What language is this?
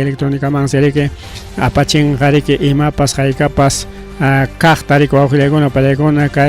Ayacucho Quechua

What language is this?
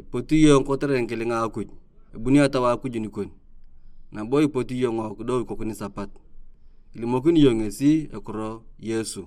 Turkana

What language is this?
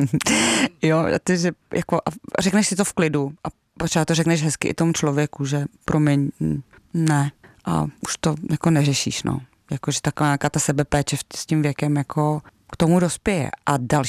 Czech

